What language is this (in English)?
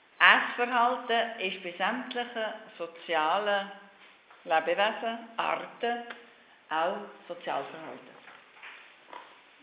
German